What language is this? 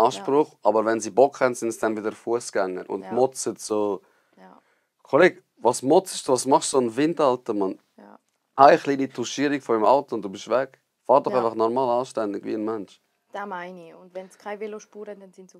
Swiss German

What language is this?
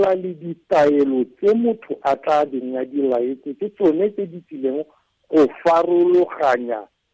Tswana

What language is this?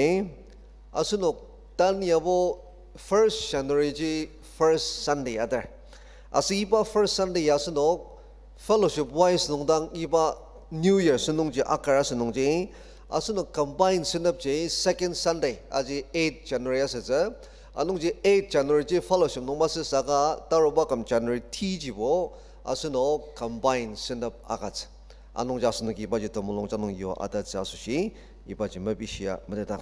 Ao Naga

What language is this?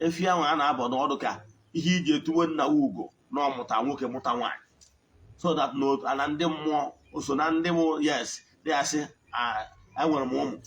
Igbo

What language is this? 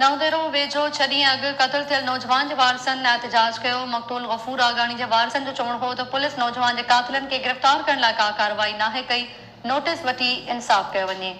Sindhi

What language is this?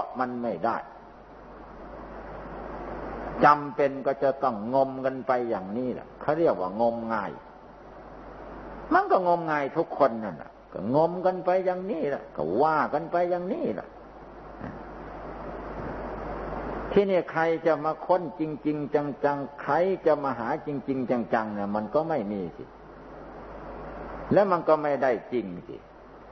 Thai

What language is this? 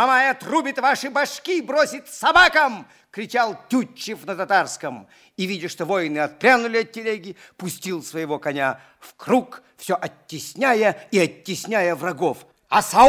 Russian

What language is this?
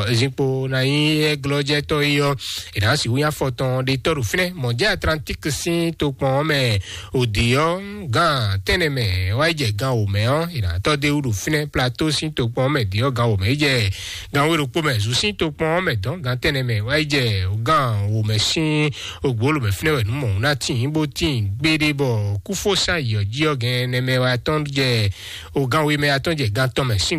Fon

